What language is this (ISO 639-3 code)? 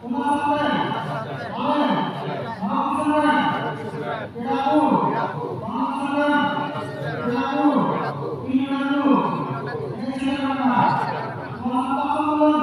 sat